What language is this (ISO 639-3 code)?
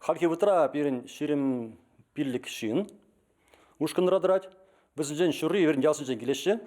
chv